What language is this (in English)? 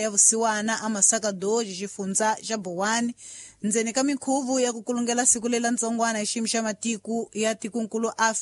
Tsonga